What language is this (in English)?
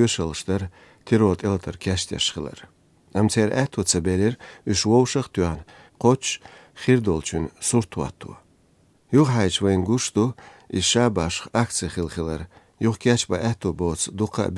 Chechen